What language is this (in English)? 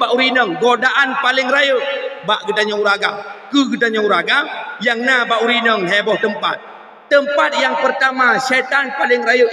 Achinese